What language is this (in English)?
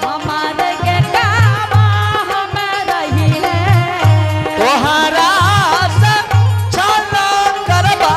Angika